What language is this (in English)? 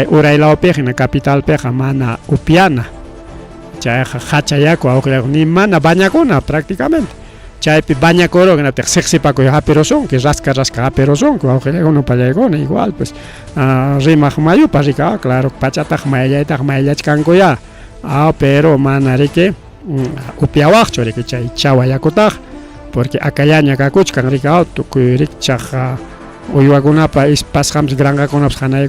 Ayacucho Quechua